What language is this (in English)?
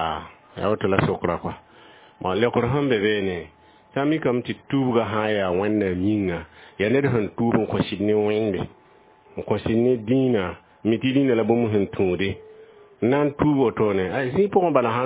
Mossi